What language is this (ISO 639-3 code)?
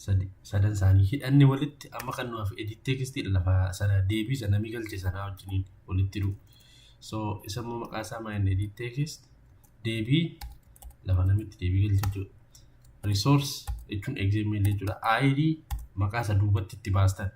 orm